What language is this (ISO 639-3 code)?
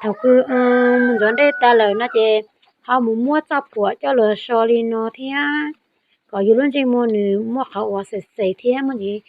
hmn